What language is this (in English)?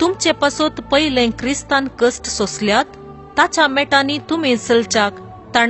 Konkani